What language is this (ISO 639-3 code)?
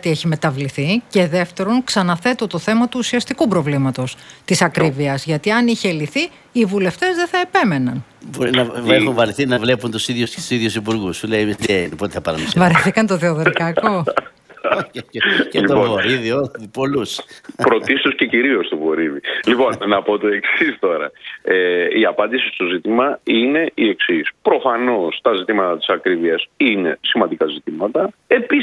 ell